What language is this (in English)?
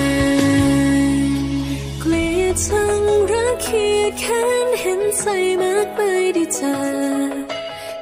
Thai